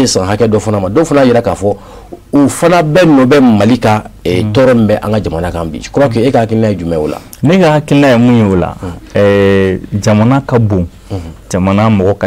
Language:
Bambara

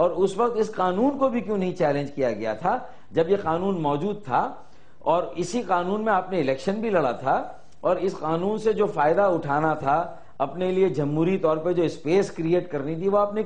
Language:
Urdu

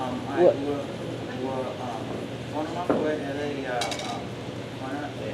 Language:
Hawaiian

